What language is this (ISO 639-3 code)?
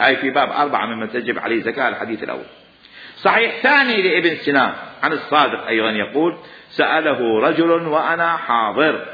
acm